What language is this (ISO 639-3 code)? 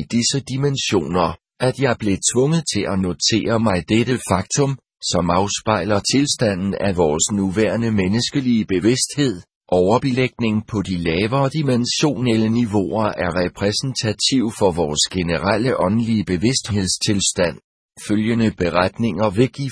dan